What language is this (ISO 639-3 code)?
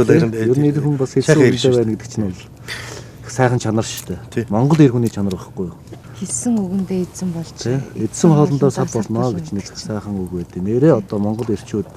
mon